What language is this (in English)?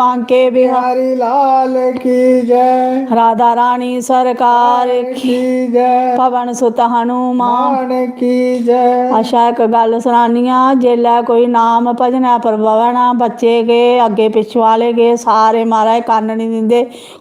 Dogri